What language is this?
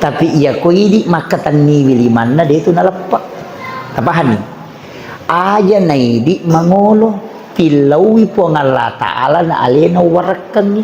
Buginese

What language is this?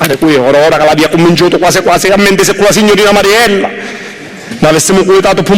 Sicilian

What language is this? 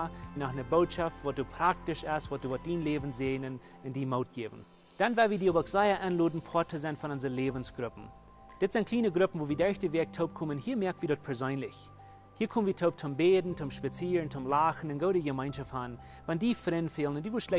Plautdietsch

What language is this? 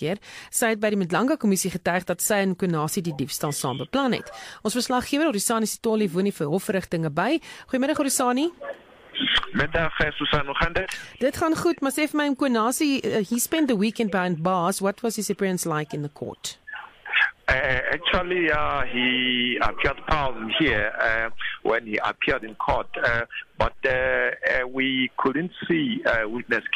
Afrikaans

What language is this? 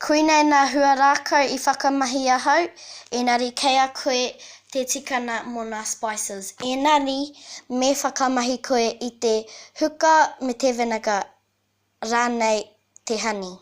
Māori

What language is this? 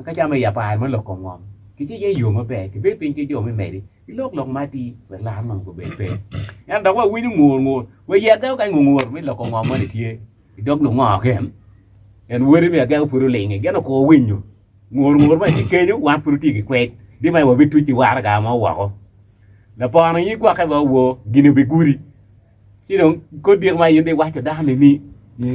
Acoli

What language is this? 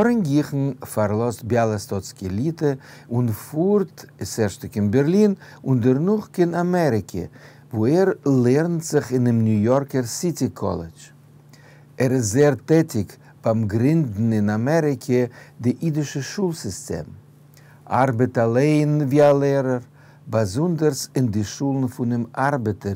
Yiddish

